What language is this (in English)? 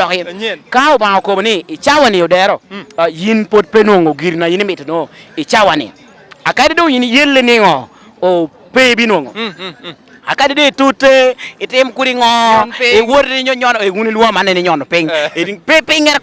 Lango (Uganda)